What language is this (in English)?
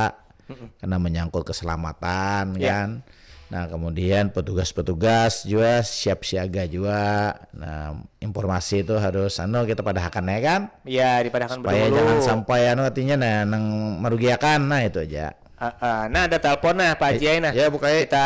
Banjar